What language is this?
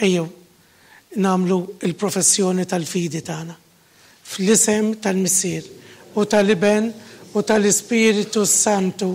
Maltese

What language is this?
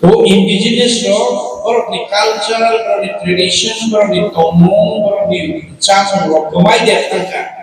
Kok Borok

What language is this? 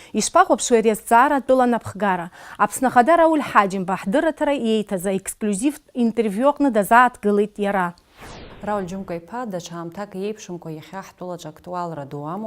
Abkhazian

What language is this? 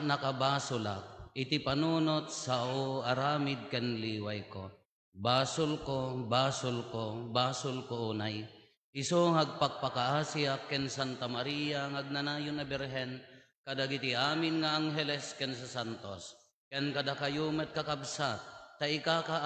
Iloko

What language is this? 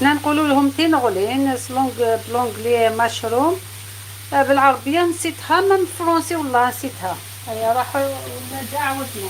Algerian Arabic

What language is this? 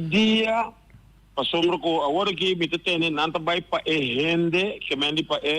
Papiamento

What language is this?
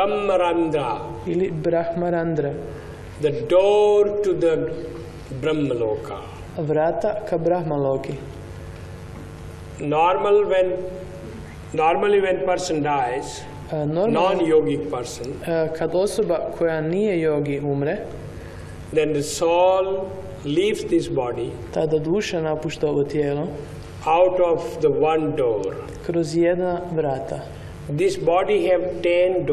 Croatian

